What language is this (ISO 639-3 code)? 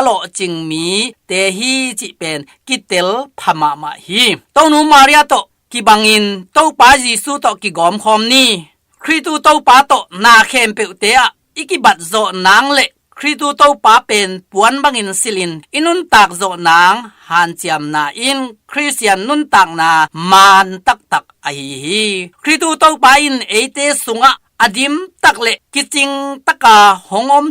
ctd